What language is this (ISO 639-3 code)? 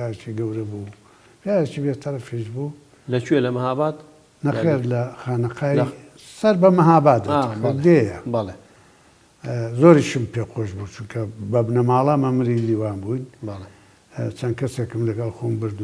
ckb